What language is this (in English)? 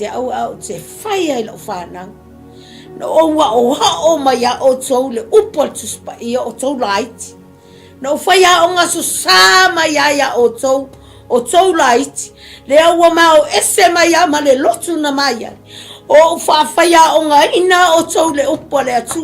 Samoan